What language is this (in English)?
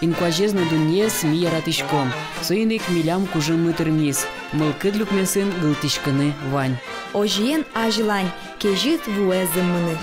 Udmurt